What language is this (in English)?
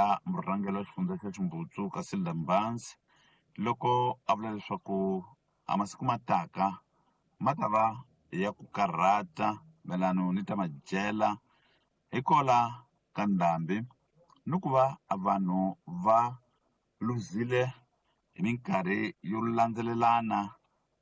Tsonga